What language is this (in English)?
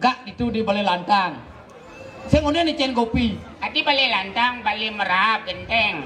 Balinese